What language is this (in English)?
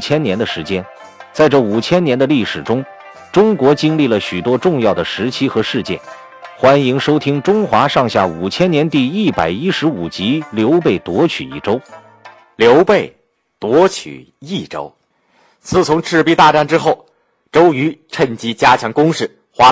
Chinese